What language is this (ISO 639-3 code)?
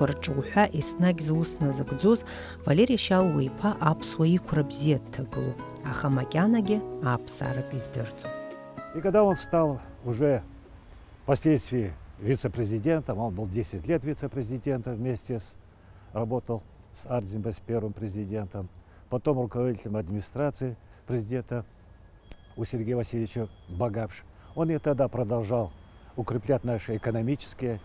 abk